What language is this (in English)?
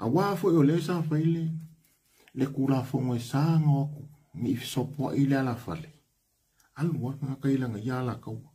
Samoan